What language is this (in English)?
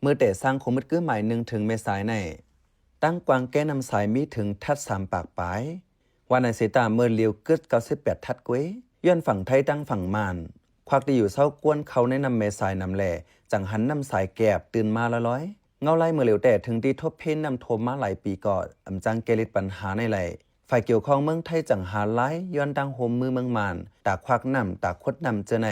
Shan